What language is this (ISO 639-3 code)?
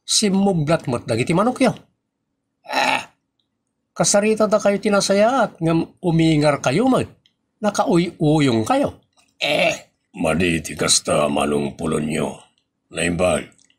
ilo